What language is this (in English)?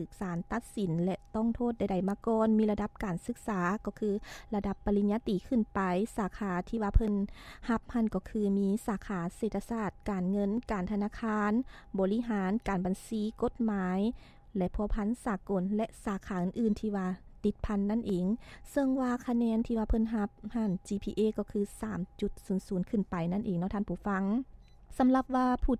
Lao